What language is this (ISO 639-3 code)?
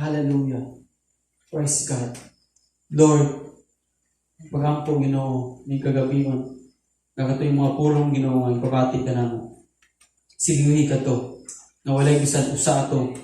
ceb